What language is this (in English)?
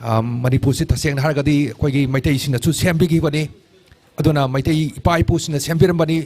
Manipuri